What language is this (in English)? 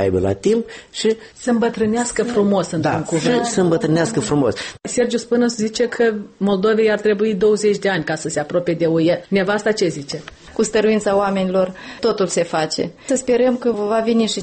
Romanian